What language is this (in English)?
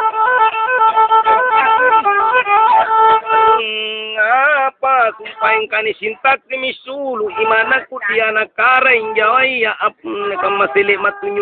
Makasar